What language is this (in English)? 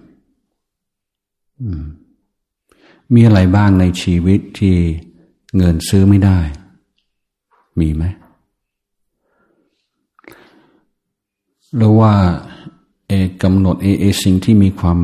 Thai